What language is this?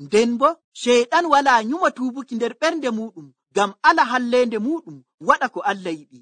Nigerian Fulfulde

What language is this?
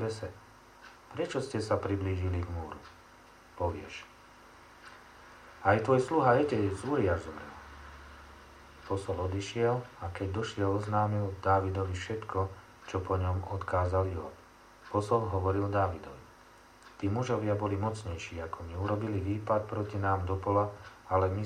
Slovak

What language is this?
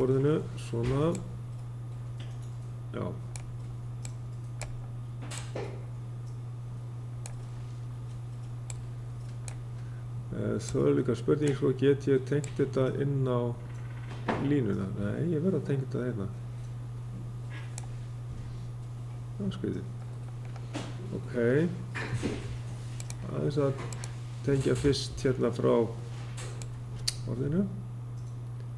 Icelandic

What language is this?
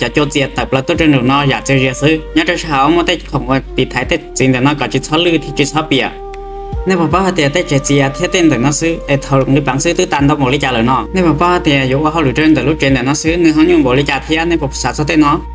Hmong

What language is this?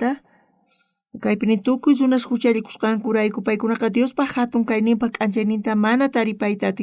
South Bolivian Quechua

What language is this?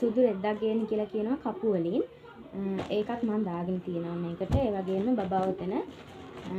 Sinhala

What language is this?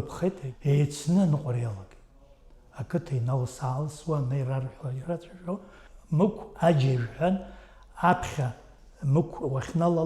Abkhazian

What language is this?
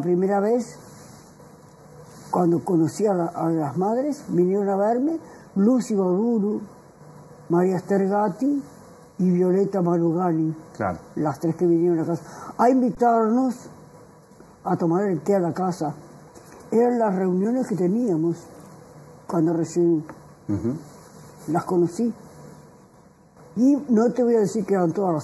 Spanish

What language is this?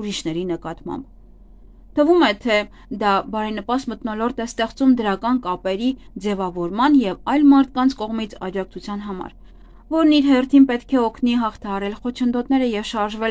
Armenian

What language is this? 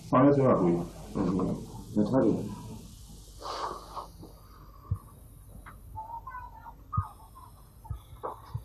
Burmese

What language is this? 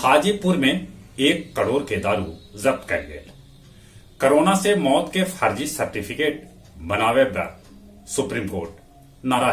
Magahi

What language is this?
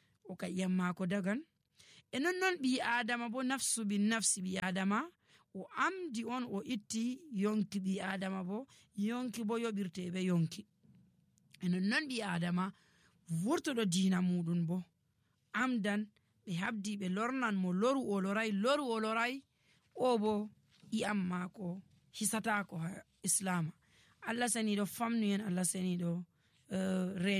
Nigerian Fulfulde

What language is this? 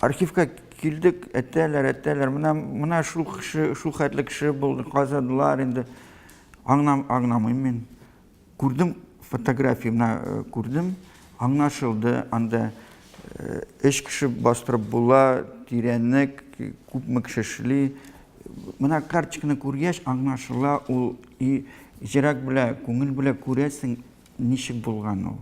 Tatar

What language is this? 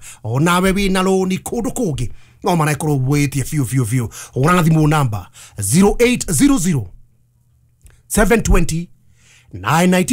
Kikuyu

